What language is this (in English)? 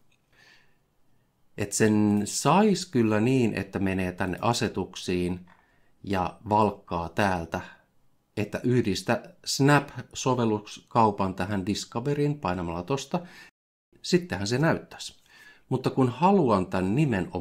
Finnish